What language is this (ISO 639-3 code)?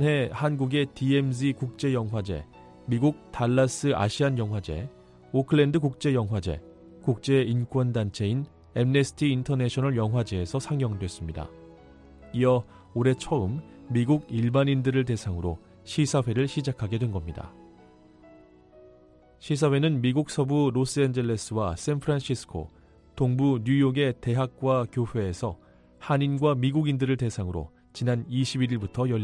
kor